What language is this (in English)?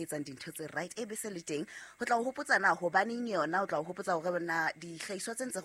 Southern Sotho